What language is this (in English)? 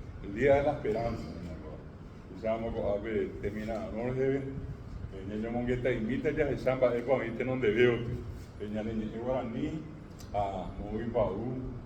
Guarani